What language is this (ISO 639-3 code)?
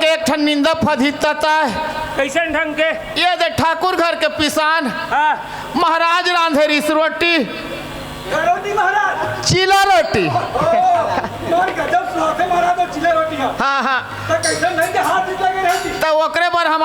hne